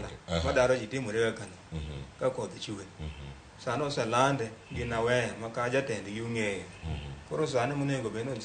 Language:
Luo (Kenya and Tanzania)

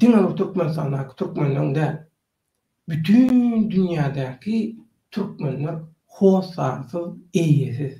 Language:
Turkmen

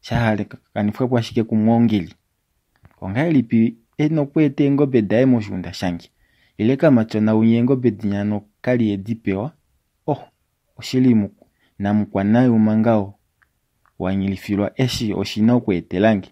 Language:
Kuanyama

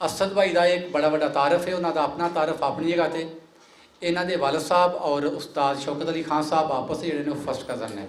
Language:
Western Panjabi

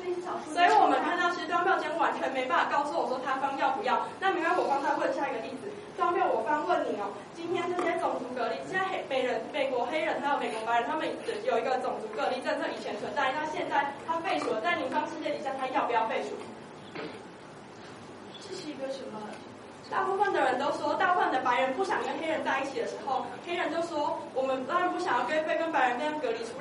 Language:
Chinese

